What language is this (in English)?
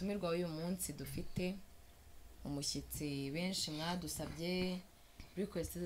Kinyarwanda